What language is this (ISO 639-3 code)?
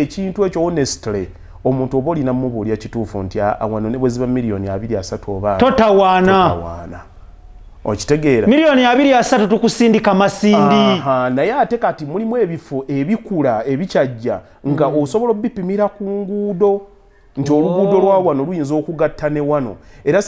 lug